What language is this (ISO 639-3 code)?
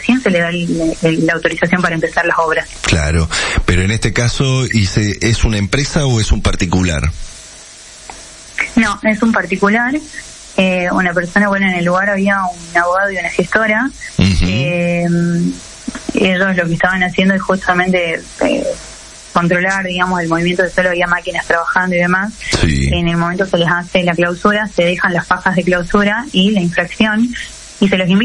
spa